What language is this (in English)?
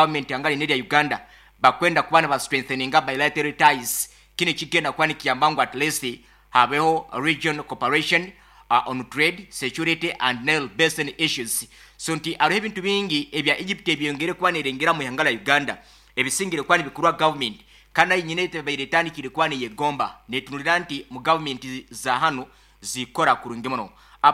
Nyankole